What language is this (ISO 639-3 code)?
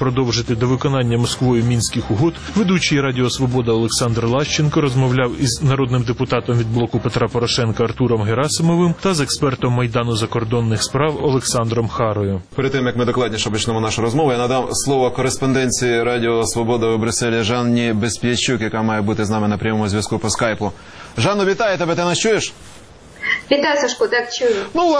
ukr